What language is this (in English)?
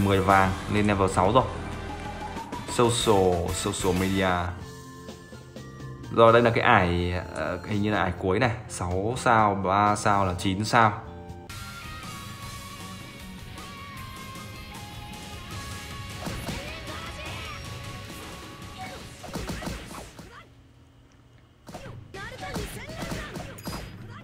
Vietnamese